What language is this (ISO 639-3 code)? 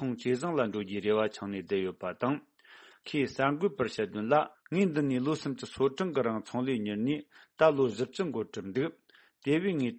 bod